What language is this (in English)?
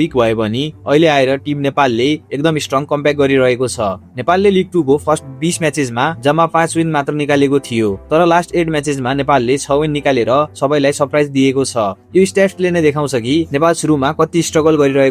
Nepali